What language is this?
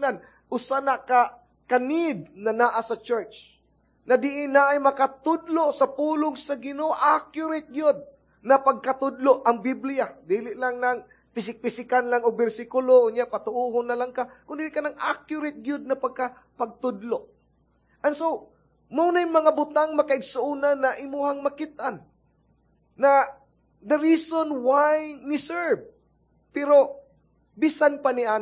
Cebuano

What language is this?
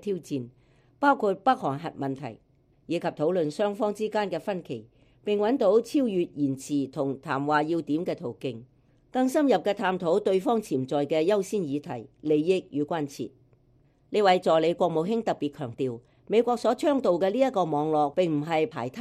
Cantonese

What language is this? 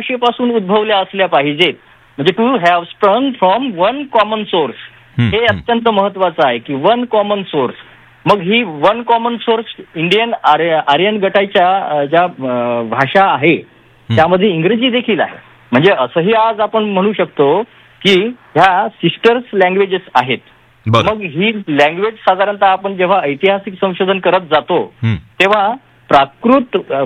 Marathi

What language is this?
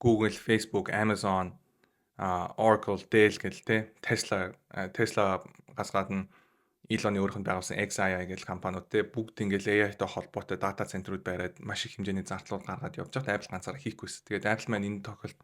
Mongolian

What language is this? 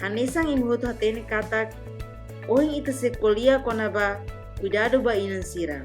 Tetum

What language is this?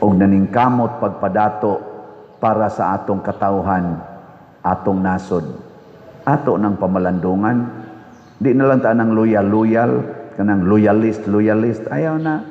Cebuano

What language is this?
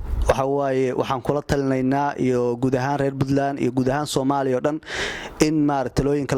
Somali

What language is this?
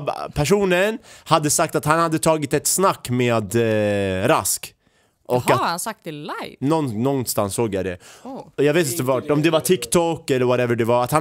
Swedish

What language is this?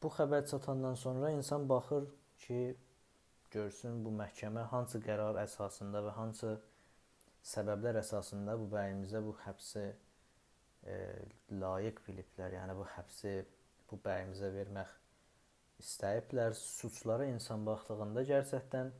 South Azerbaijani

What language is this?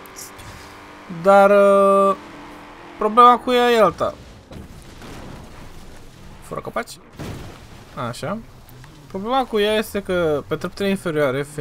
Romanian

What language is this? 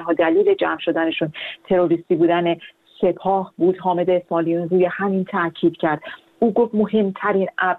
Persian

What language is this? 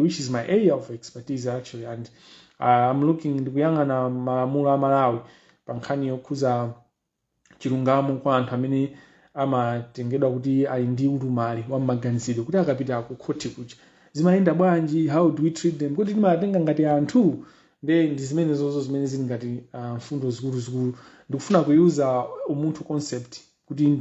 Nyanja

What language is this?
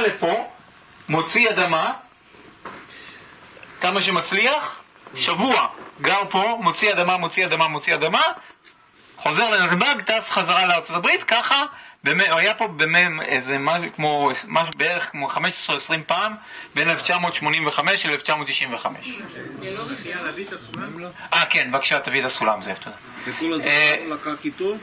Hebrew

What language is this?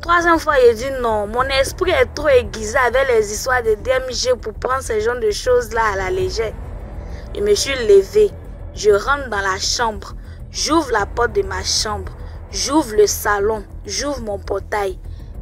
French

